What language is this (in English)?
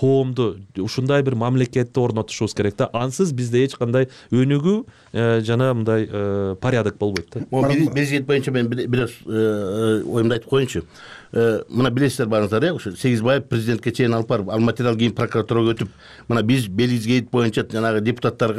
Kyrgyz